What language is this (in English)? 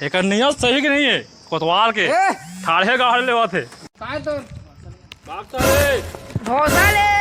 Chhattisgarhi